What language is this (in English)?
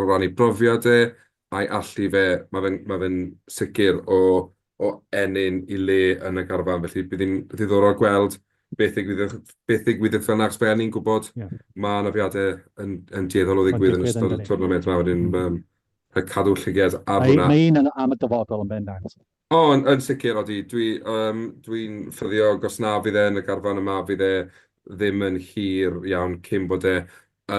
Welsh